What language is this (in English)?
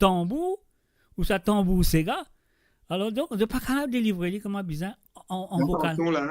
Morisyen